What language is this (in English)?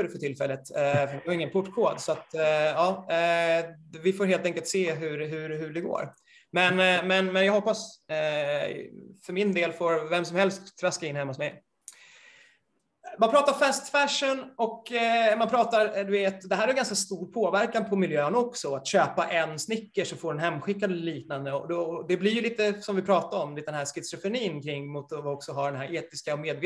Swedish